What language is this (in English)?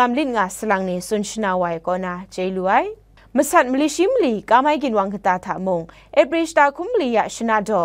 Kachin